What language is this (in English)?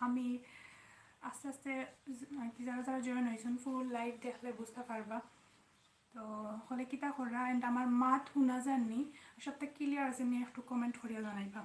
Sylheti